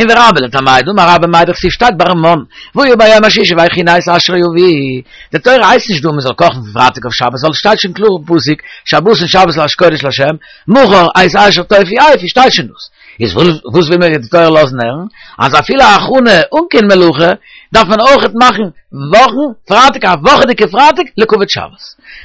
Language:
Yiddish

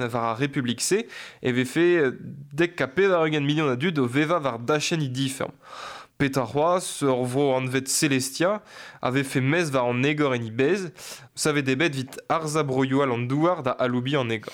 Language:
Breton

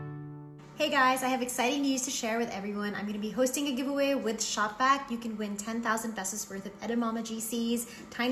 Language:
English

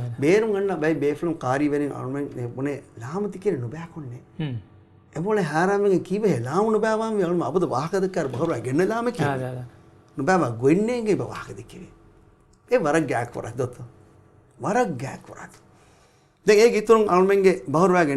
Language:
Divehi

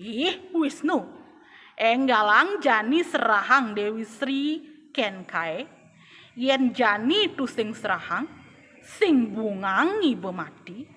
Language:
Balinese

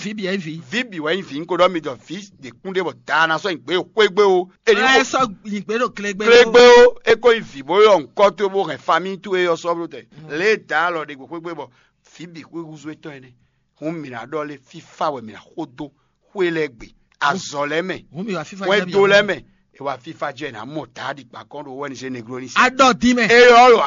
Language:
Fon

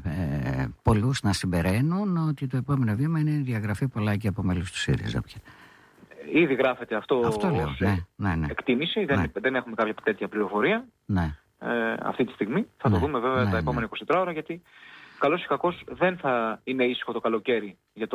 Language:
Greek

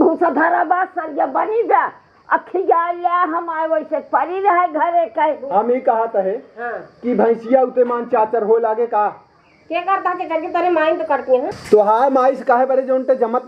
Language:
Awadhi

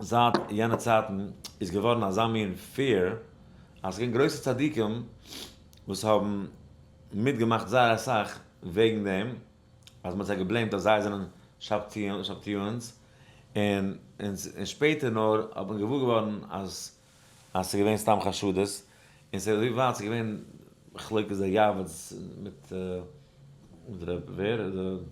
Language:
Yiddish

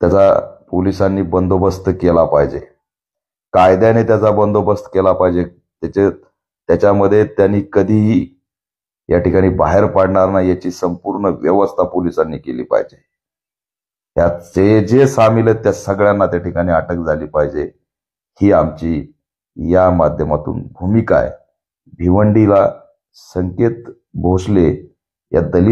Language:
Marathi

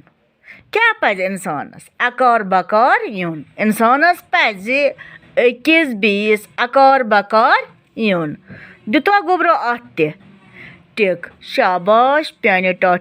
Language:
Kashmiri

